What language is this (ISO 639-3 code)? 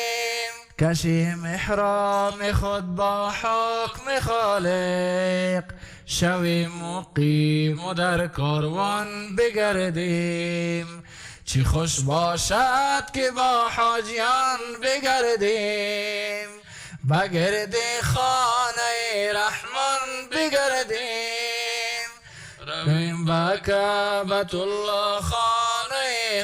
fas